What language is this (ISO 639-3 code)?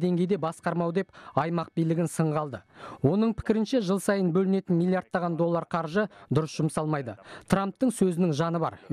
kaz